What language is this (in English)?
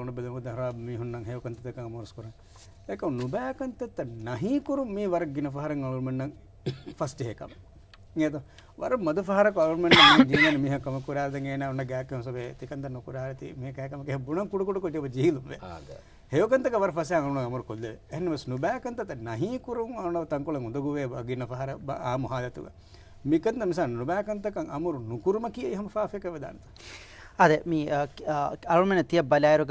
Divehi